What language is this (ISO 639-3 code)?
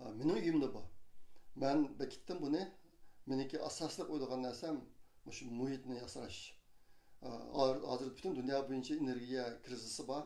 uig